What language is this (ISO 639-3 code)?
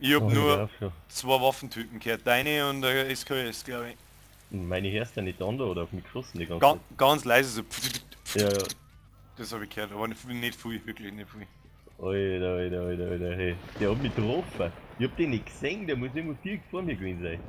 bar